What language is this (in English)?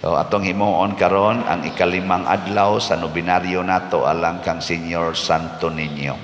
Cebuano